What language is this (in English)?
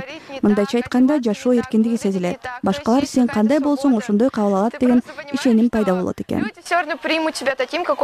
Kyrgyz